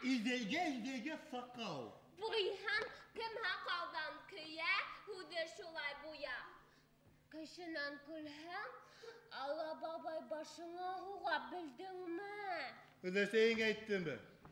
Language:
Bashkir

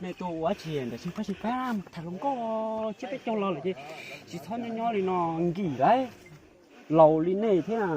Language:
Hmong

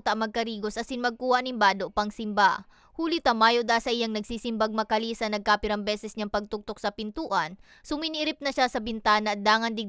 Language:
Bikol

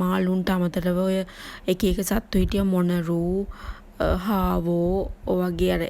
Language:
Sinhala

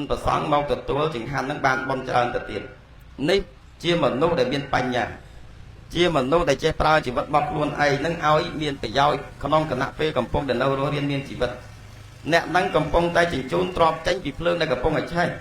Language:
Khmer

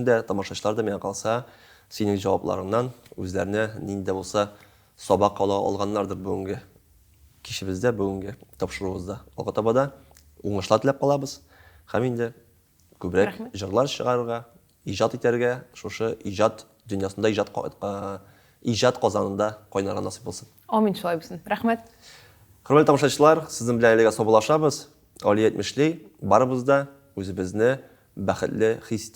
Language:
Tatar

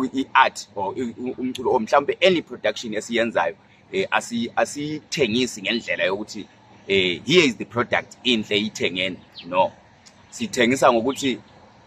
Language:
Zulu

